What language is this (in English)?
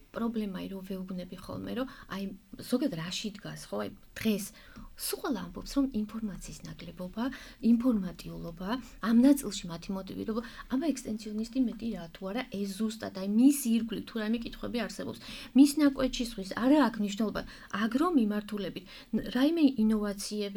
Georgian